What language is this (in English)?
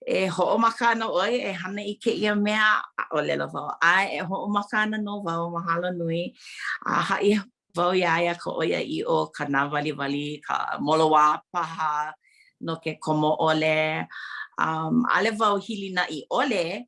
Hawaiian